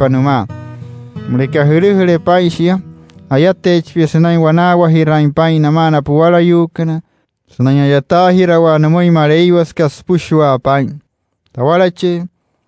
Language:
Wayuu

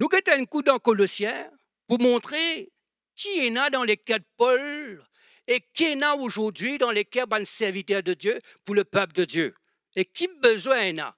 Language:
Morisyen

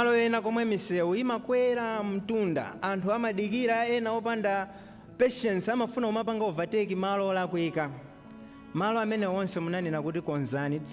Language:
Nyanja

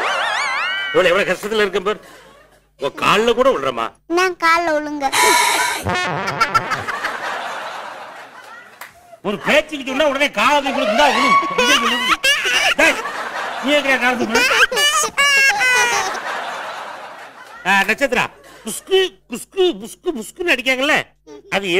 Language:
Tamil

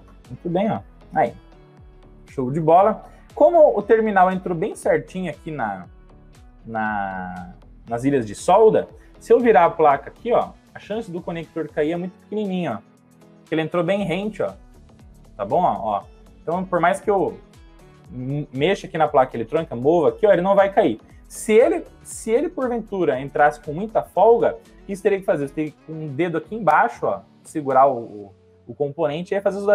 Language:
Portuguese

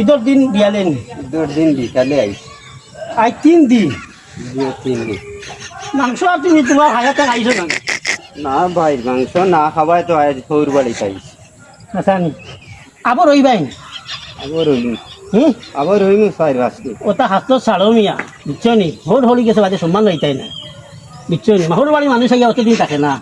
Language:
Sylheti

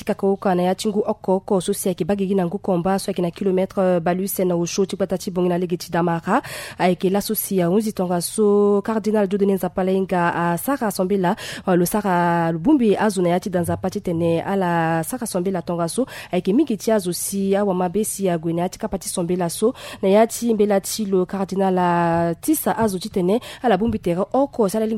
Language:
Sango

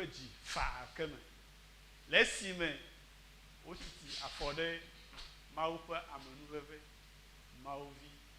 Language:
Ewe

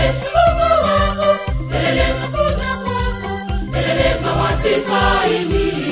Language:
Swahili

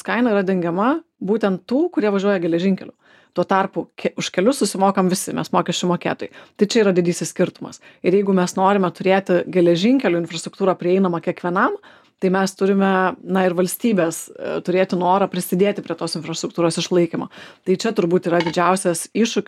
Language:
Lithuanian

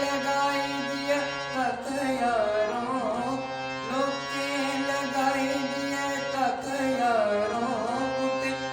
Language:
Dogri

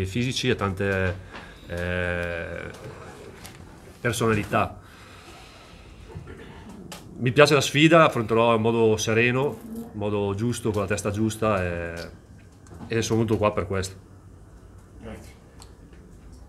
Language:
Italian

